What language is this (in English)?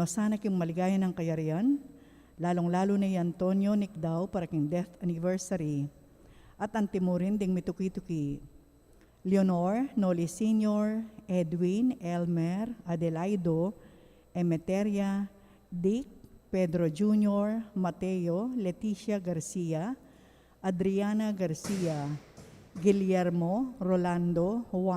Pampanga